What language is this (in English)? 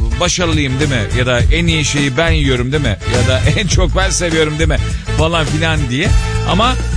Turkish